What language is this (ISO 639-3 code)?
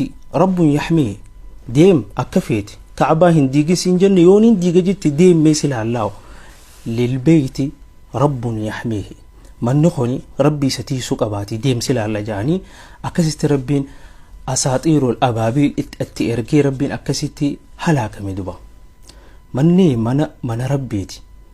orm